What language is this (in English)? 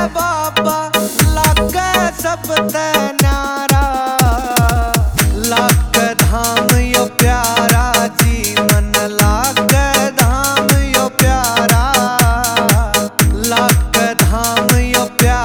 Haryanvi